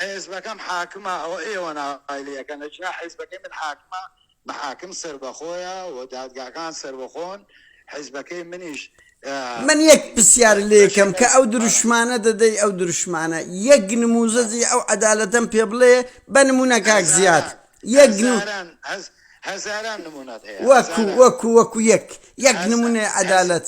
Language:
Central Kurdish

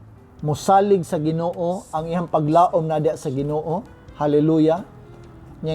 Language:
Cebuano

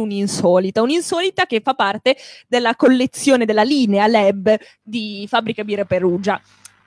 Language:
Italian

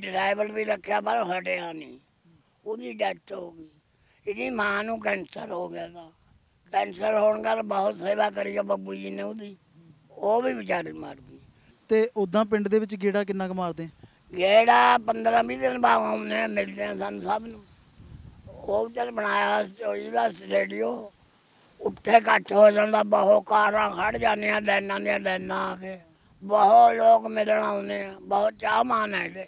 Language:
Punjabi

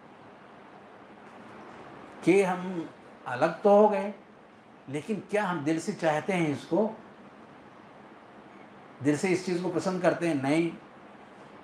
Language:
Urdu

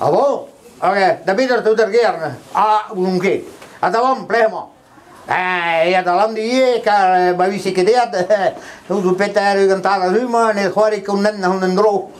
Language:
Breton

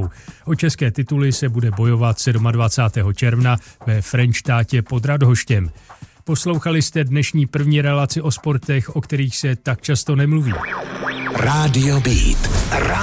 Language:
Czech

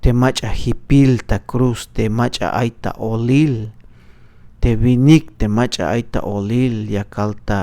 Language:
Tzeltal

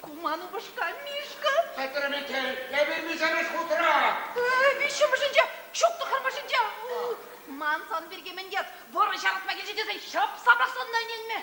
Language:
Chuvash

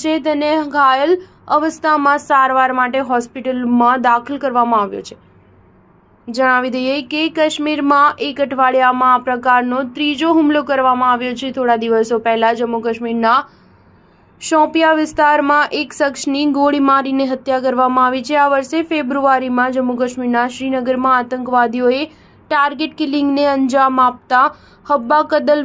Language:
Gujarati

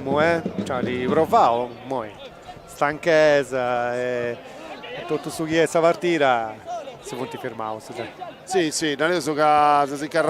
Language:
Sardinian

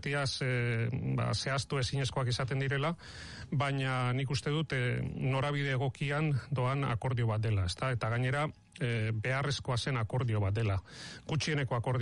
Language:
Basque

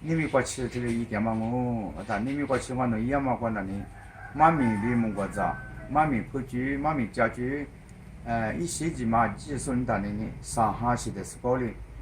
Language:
Lisu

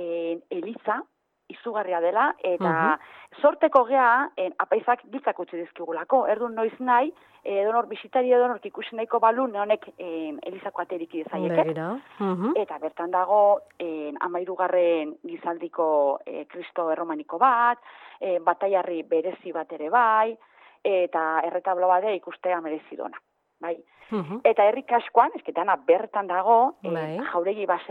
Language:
Basque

